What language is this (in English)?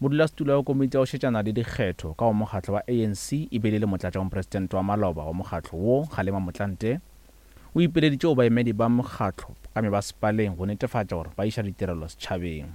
Northern Sotho